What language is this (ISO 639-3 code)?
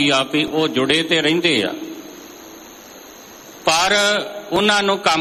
pan